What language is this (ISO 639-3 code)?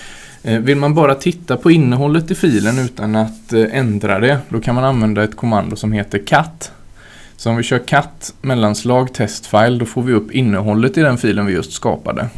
swe